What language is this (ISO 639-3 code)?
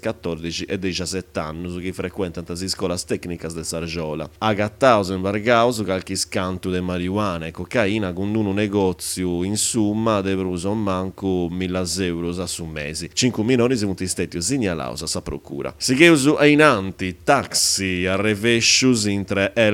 srd